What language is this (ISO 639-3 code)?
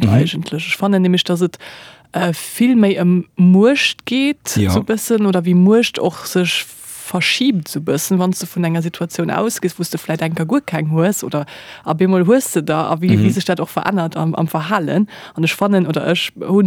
ltz